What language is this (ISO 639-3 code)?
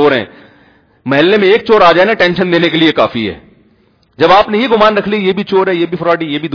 urd